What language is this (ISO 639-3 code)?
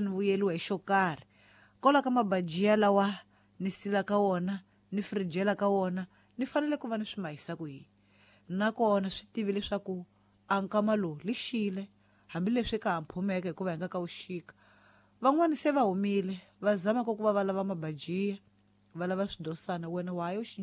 tso